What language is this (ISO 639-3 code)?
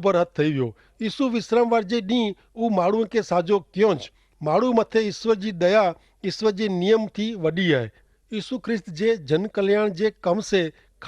kfr